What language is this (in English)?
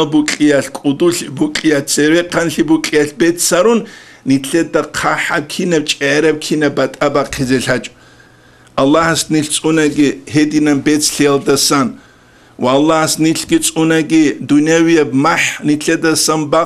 Avaric